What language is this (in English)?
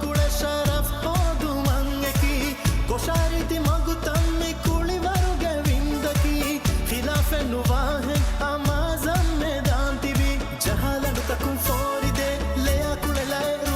Divehi